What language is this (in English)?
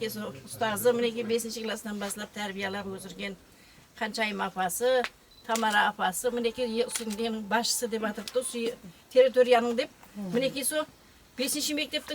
Kara-Kalpak